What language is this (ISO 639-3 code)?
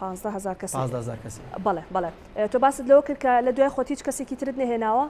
ckb